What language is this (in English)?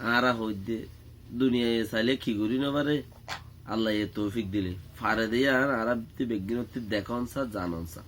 Rohingya